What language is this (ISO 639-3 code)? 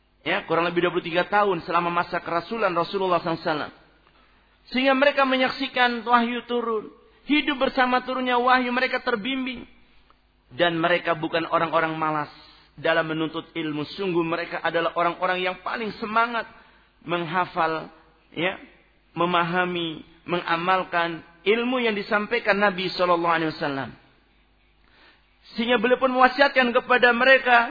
ind